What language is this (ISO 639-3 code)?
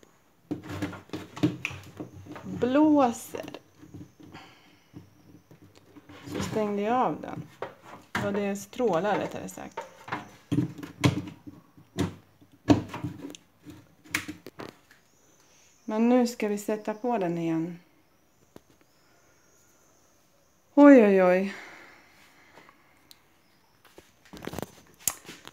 swe